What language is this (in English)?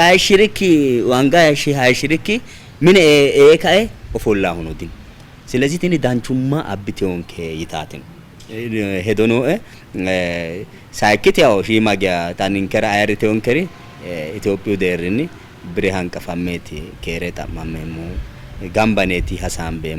Sidamo